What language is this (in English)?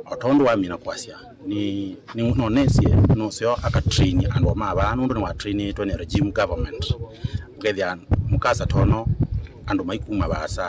Kamba